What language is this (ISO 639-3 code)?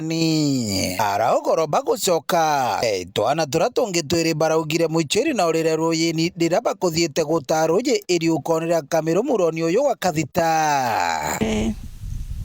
mer